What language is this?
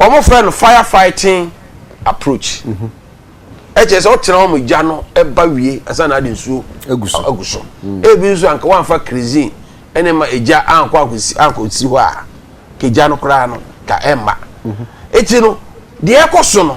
Akan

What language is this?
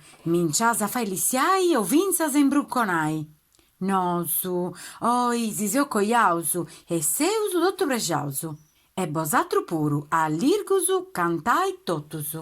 Sardinian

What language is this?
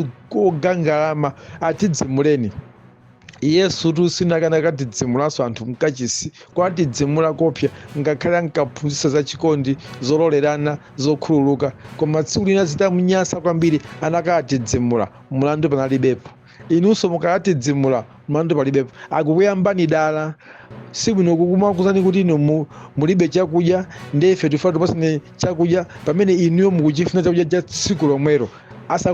Nyanja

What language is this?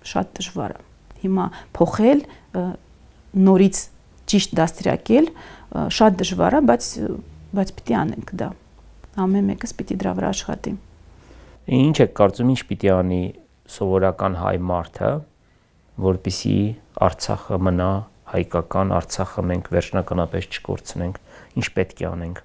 Armenian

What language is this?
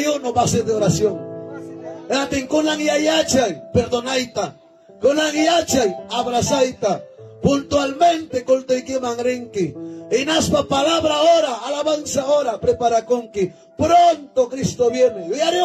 Ayacucho Quechua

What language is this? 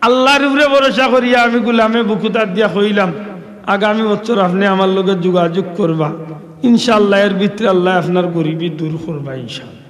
Sylheti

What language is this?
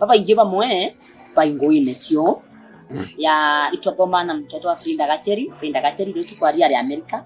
Meru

